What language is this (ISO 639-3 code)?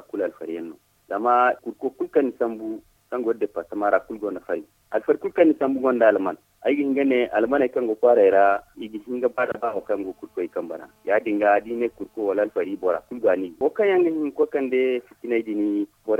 dje